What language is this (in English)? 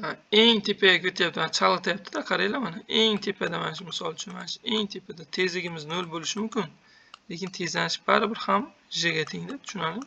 Uzbek